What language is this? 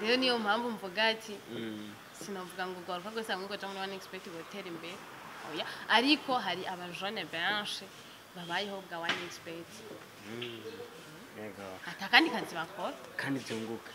Rundi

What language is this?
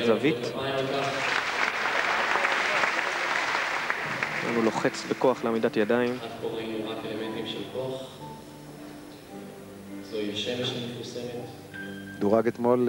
Hebrew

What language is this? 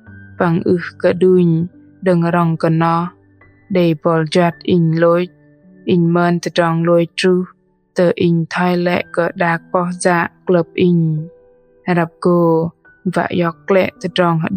Bahnar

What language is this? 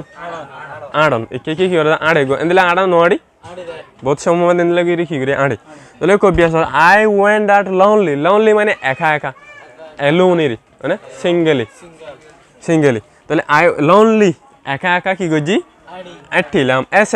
Rohingya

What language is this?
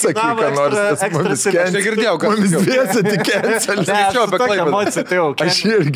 Lithuanian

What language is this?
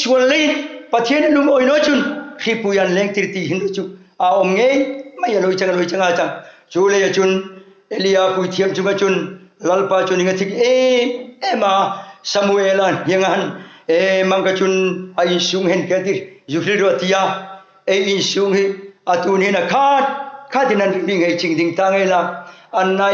Hmar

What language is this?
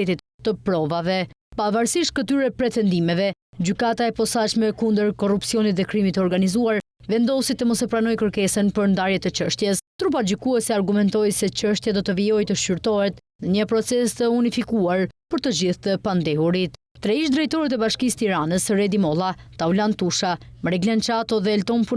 Albanian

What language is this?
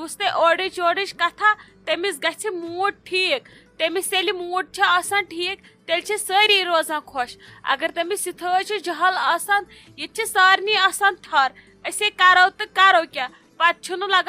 Kashmiri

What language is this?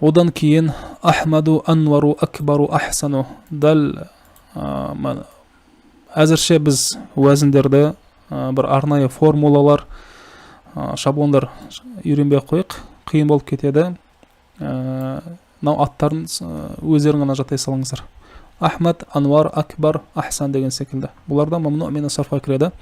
Kazakh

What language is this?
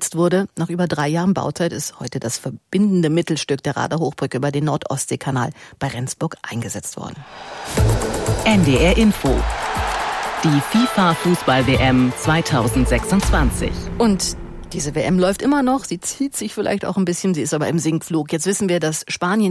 German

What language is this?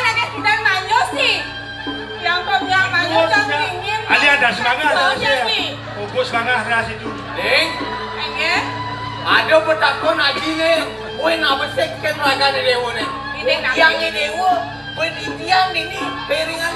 Balinese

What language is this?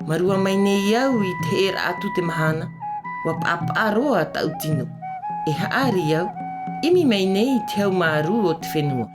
Tahitian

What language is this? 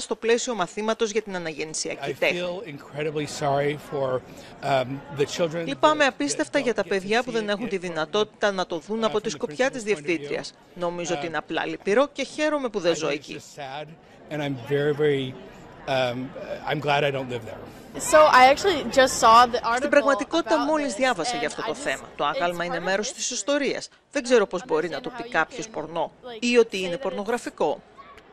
Greek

